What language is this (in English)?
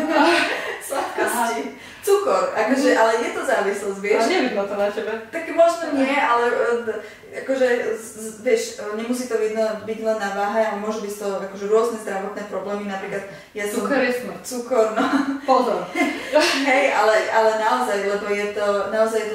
Slovak